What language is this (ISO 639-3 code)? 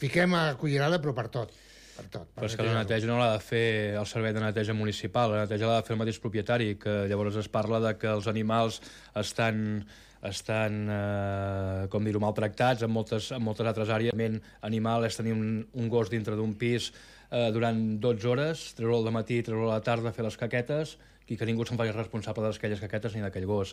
cat